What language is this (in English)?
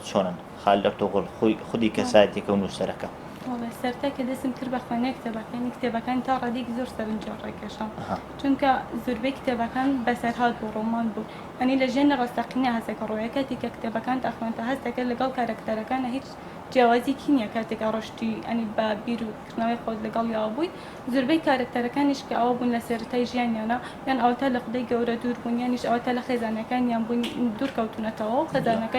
Central Kurdish